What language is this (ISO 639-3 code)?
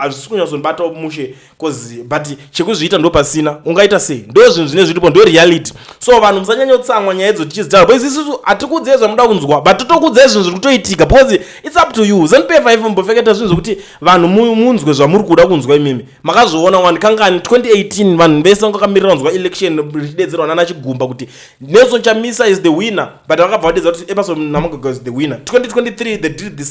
sna